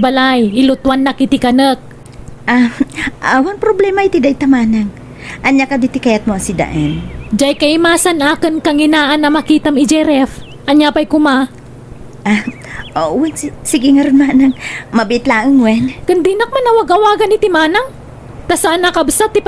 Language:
Iloko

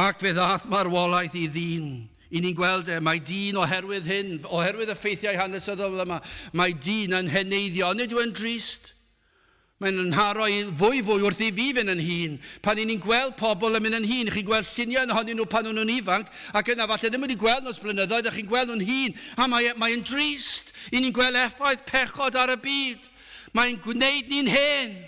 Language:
Welsh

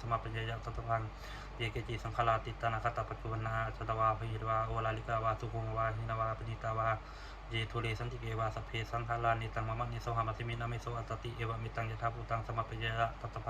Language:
Pali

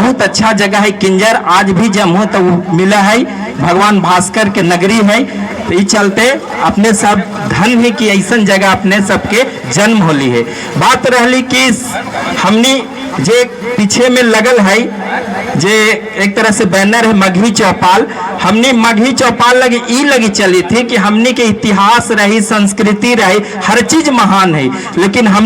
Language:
Magahi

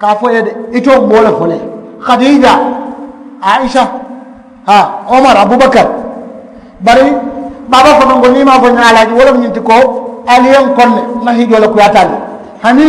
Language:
Mandingo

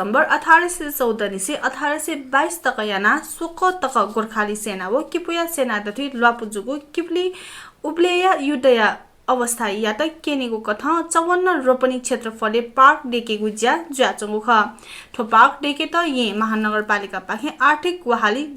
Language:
Newari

